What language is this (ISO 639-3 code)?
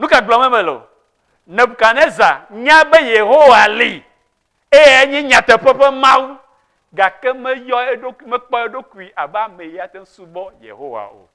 ewe